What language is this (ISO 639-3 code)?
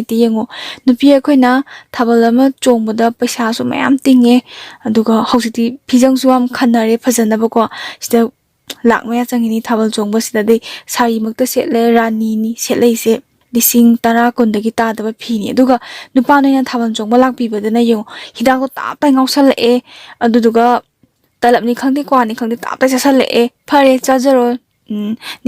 mni